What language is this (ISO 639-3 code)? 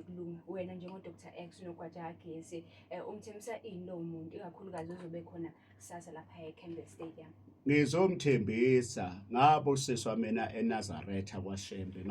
zul